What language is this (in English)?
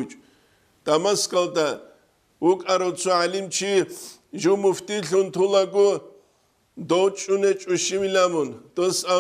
Avaric